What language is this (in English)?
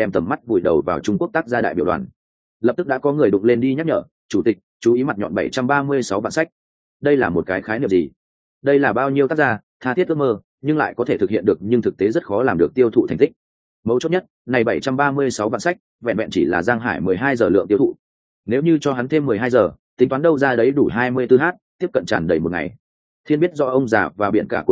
Vietnamese